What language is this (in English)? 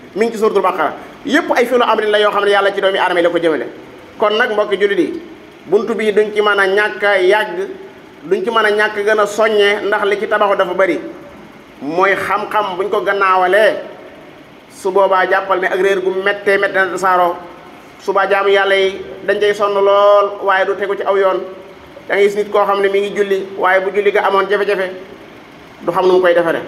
Wolof